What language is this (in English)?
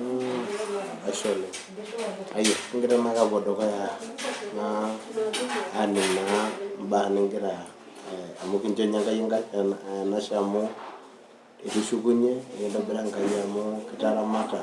Masai